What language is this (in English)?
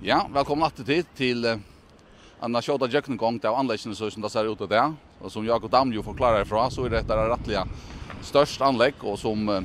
Faroese